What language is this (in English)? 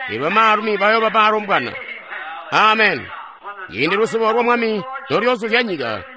Tonga (Zambia)